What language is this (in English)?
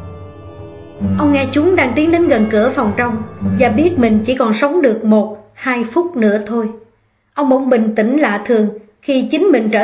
Vietnamese